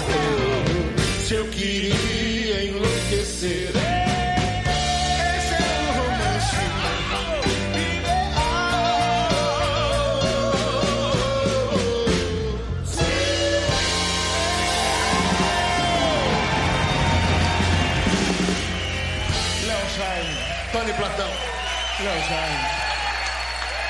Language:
Portuguese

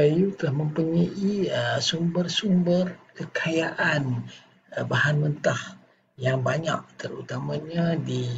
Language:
Malay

